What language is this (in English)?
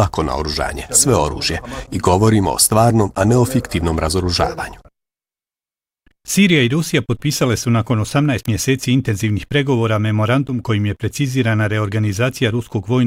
Bosnian